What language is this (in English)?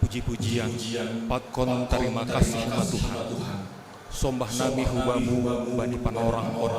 Batak Simalungun